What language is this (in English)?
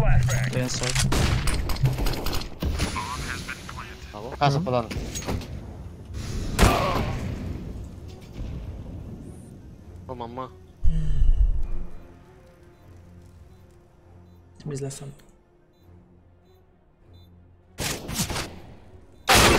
Romanian